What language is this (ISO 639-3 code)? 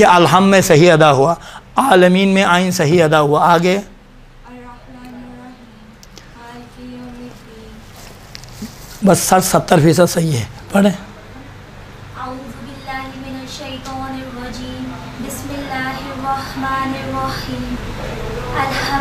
urd